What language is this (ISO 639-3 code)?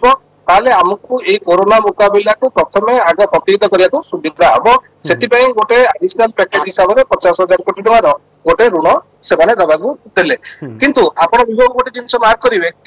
ori